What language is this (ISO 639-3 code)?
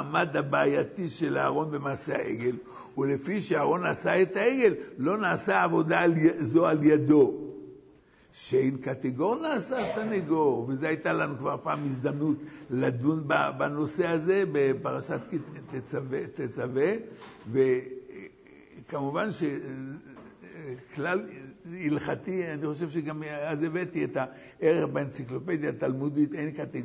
heb